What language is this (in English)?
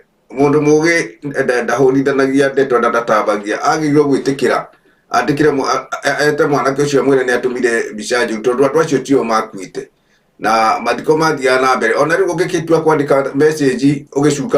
Kikuyu